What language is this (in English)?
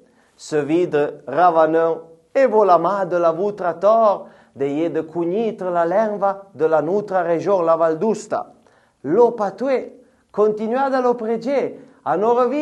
Arpitan